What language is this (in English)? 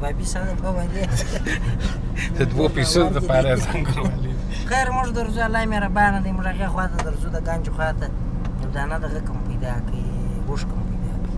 Pashto